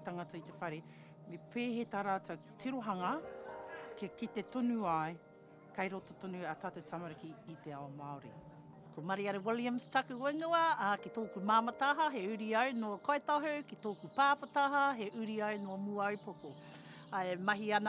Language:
Māori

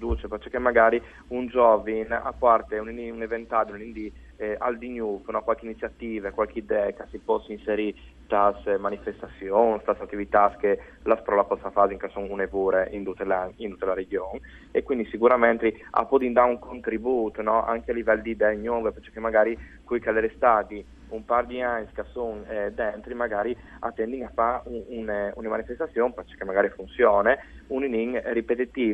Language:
Friulian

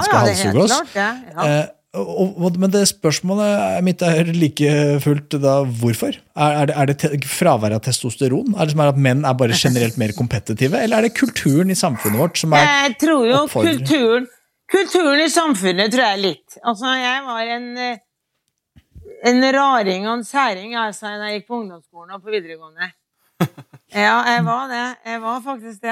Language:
Norwegian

